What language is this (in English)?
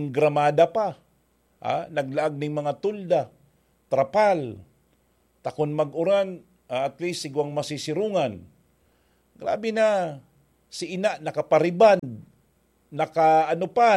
Bikol